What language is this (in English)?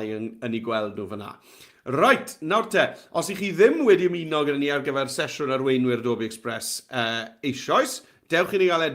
Welsh